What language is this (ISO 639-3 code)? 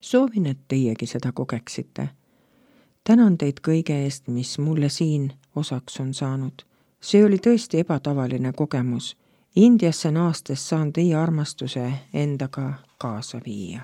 est